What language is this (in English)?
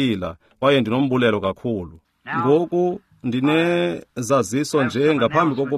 Xhosa